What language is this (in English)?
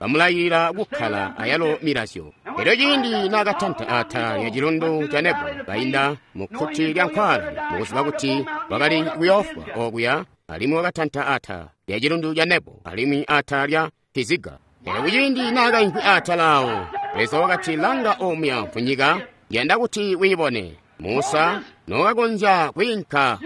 Tonga (Zambia)